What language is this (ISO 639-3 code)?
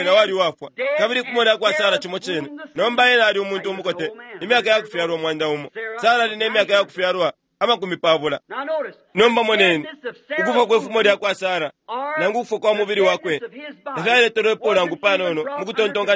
bem